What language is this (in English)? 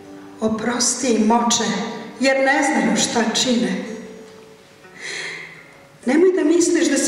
Serbian